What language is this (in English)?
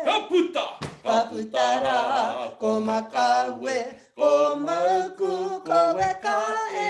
Māori